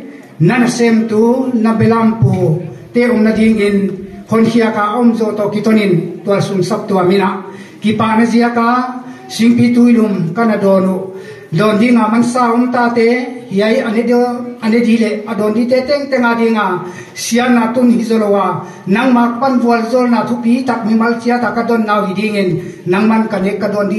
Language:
Tedim Chin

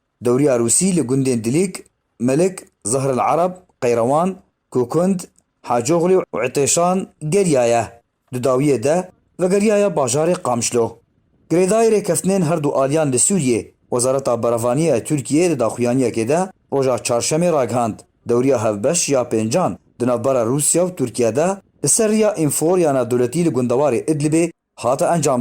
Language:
Kurdish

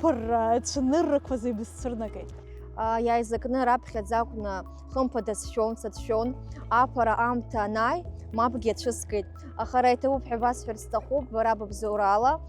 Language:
Abkhazian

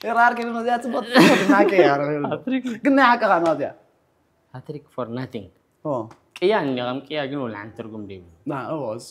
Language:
Tigrinya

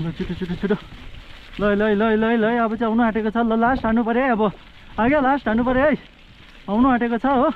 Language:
Nepali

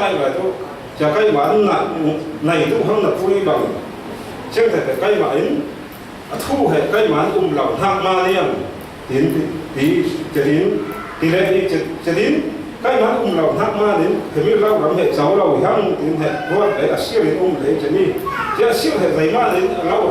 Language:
Falam Chin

